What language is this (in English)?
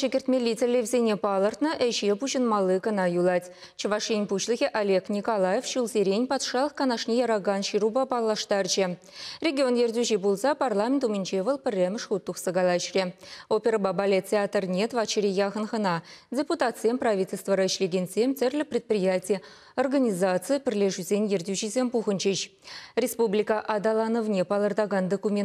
Chuvash